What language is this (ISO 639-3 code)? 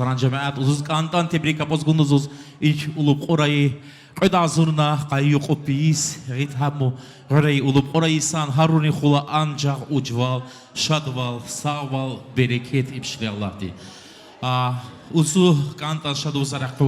tab